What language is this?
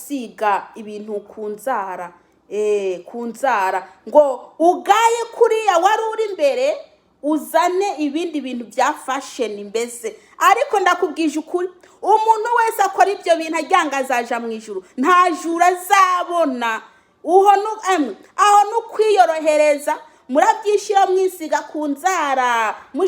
Rundi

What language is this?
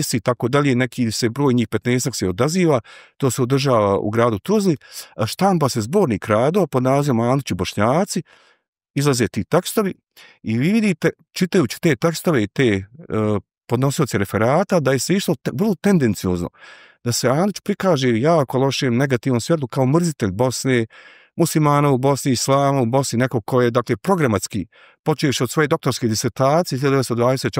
Bosnian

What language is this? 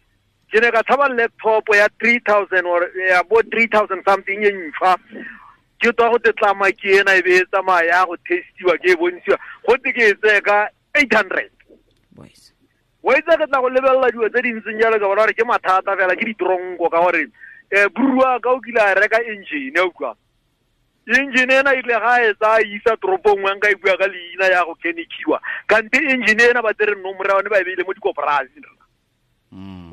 Tswana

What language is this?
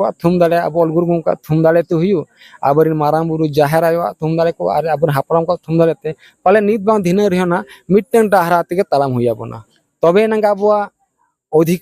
Santali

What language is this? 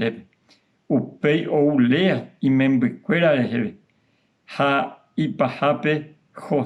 Guarani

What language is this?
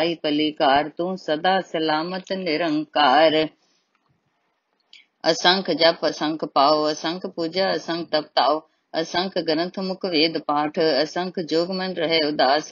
Punjabi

